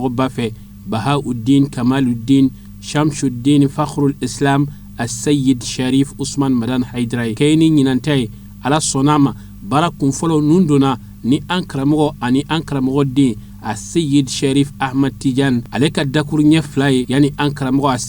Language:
Bambara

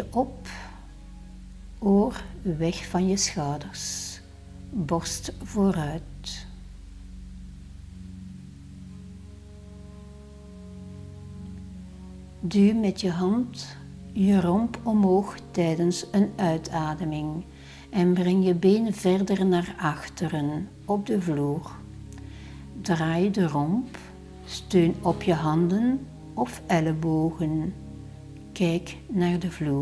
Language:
Dutch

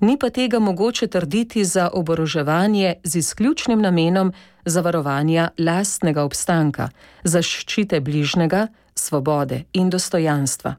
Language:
Slovenian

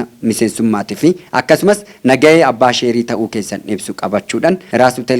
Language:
Oromo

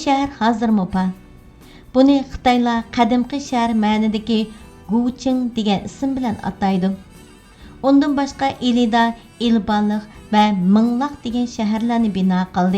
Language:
Uyghur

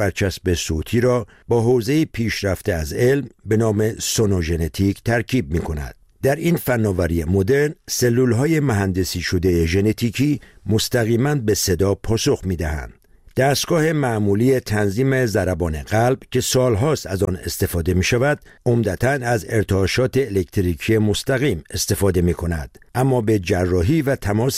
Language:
Persian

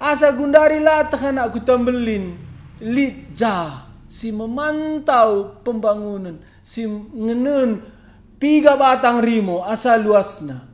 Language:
Batak Karo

